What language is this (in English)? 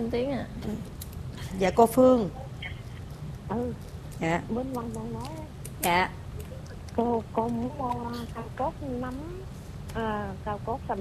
Vietnamese